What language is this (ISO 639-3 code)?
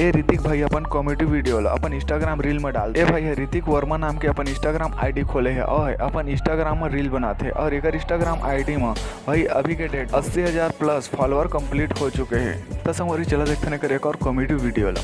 hne